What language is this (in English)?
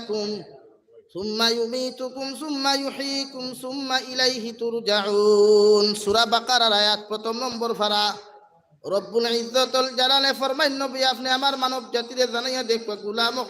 Sylheti